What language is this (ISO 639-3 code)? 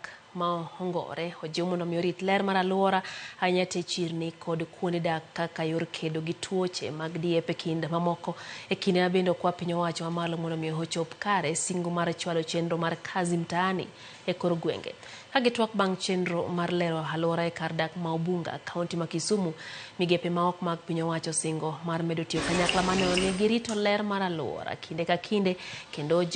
luo